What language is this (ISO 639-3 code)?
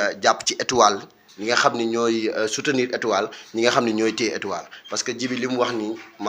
wol